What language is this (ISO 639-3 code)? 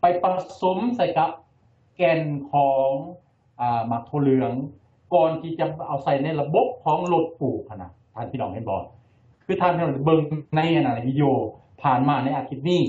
lao